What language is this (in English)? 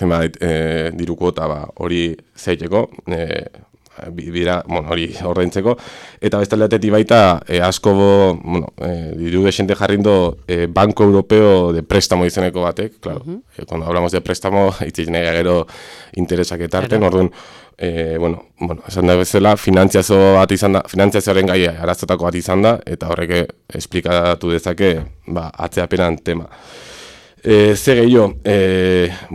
Basque